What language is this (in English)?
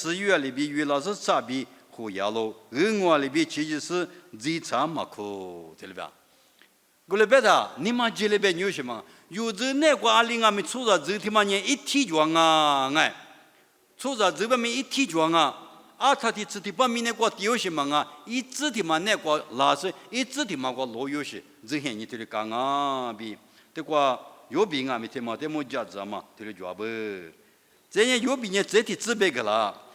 Lisu